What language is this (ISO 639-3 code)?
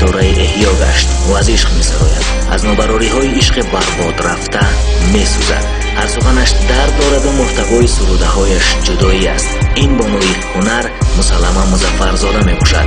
tgk